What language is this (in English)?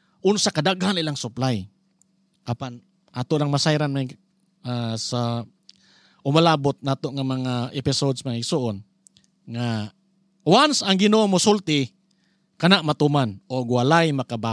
Cebuano